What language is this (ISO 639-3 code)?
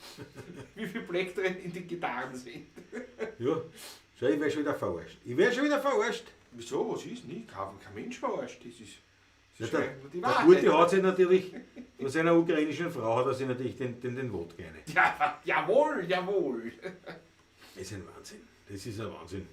bar